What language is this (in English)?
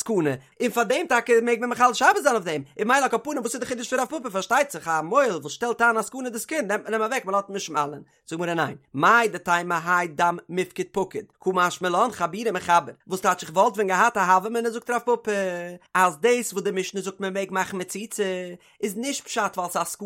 Yiddish